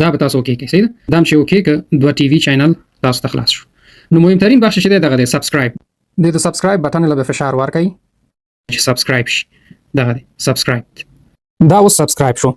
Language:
Pashto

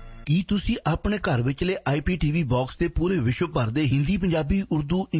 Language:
Punjabi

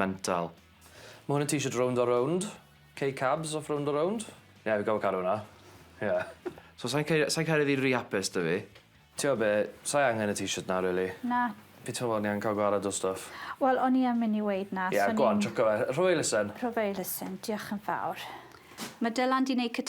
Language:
Welsh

